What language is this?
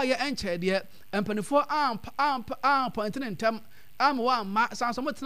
Akan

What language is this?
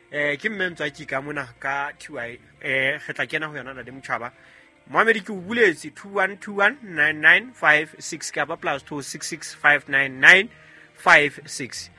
Southern Sotho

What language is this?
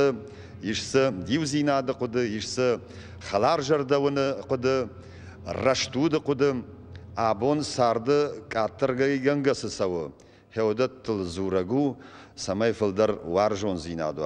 Ossetic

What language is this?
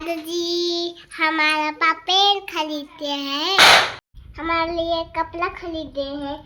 Chhattisgarhi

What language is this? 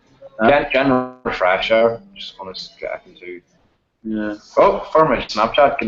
Irish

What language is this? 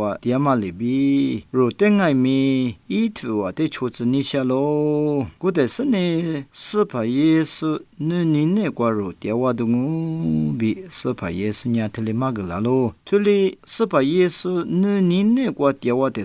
Lisu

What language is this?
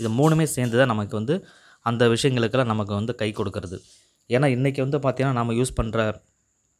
Tamil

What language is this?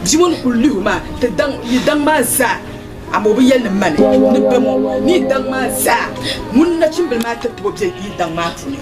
Dagbani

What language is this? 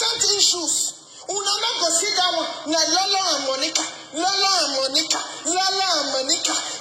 Nigerian Pidgin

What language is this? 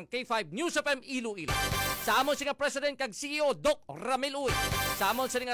Hiligaynon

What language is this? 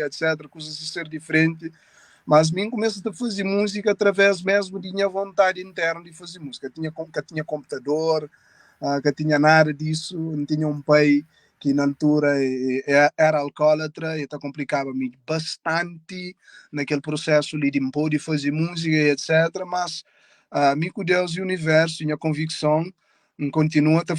Kabuverdianu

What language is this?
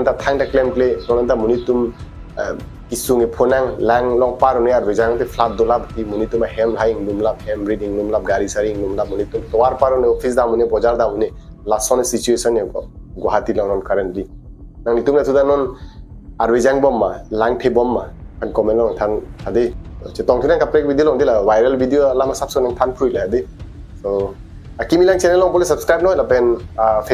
Karbi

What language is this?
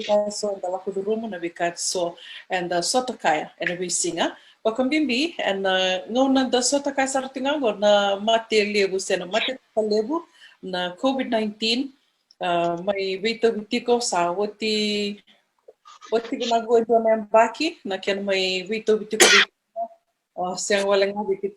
Fijian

